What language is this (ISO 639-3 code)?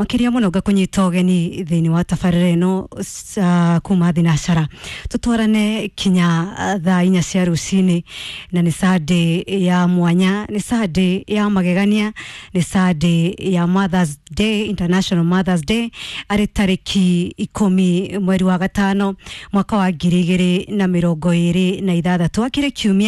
kik